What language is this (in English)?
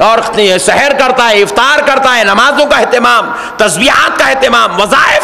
Urdu